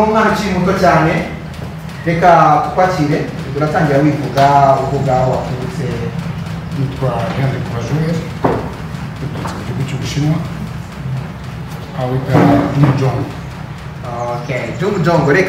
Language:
Kinyarwanda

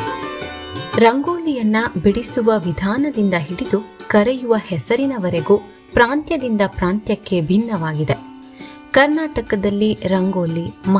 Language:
Kannada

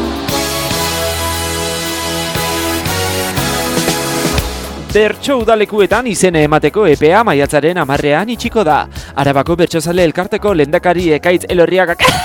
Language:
Basque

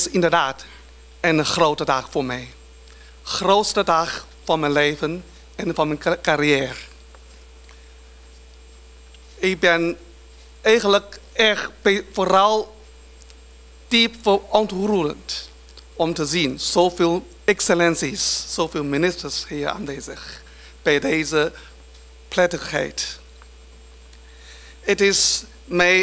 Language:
Dutch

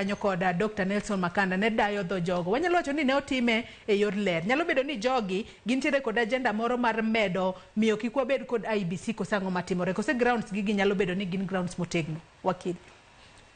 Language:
Luo (Kenya and Tanzania)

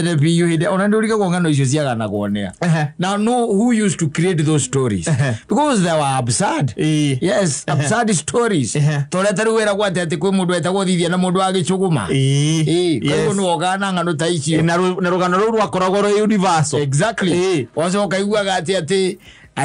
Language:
Kikuyu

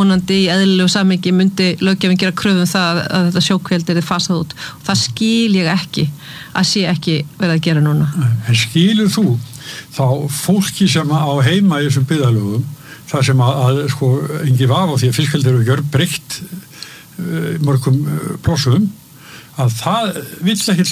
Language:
Icelandic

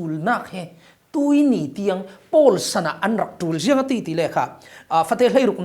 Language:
Falam Chin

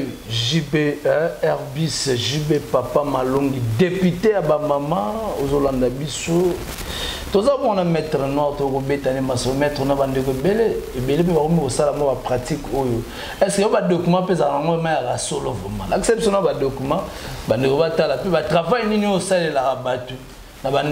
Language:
Lingala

